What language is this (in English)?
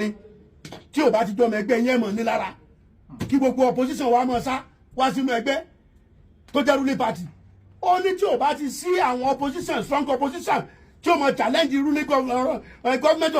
Yoruba